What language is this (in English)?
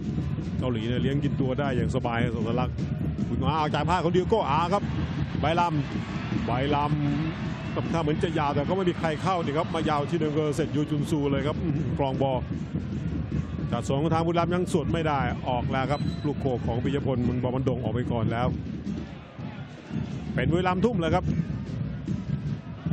Thai